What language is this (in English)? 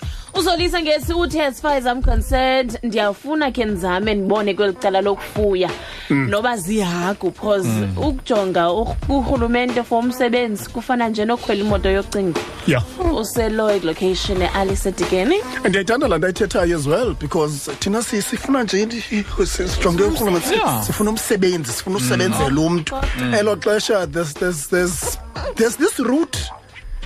Xhosa